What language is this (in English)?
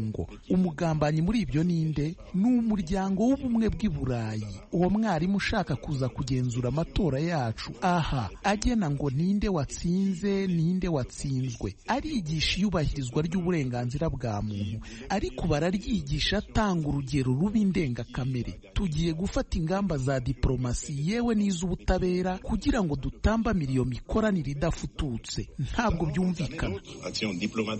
Kinyarwanda